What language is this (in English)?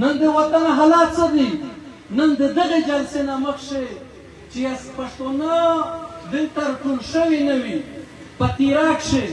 Pashto